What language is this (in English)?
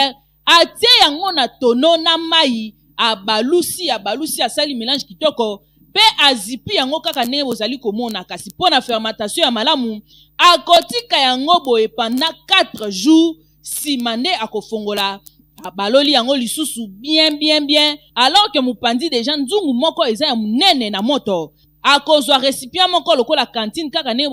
Lingala